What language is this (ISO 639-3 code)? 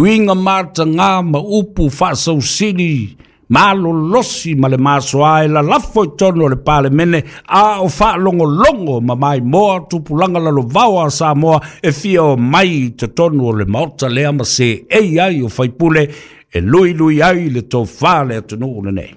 smo